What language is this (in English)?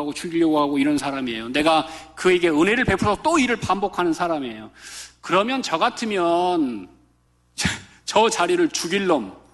Korean